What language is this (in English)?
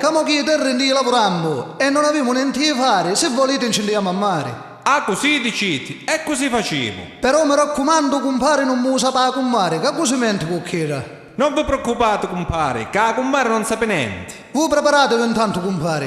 Sicilian